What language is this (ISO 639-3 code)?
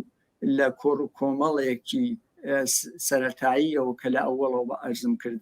ckb